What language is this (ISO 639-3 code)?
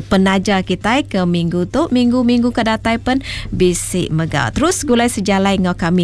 iba